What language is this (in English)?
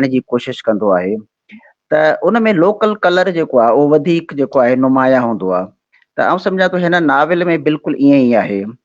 Sindhi